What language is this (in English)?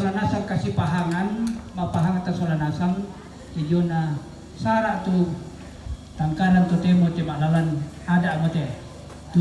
Toraja-Sa'dan